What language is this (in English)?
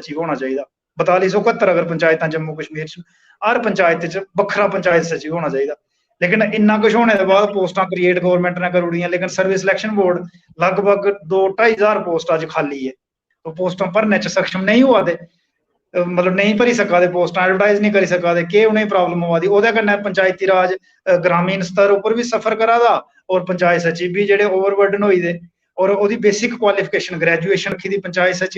Dogri